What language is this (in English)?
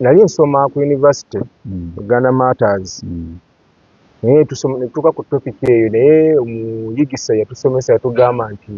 Ganda